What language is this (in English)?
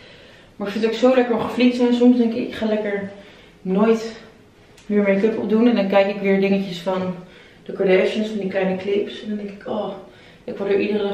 Dutch